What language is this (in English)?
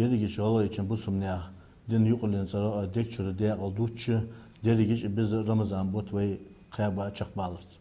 Ingush